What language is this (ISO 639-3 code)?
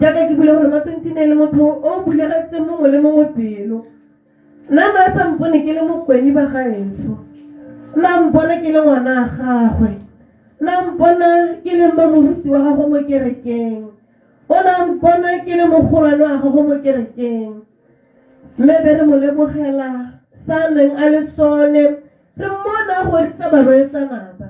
tsn